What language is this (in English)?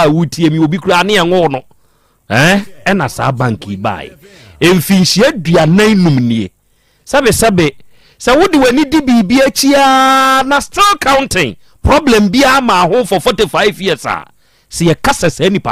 Akan